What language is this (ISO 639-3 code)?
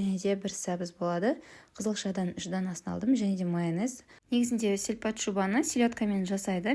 kaz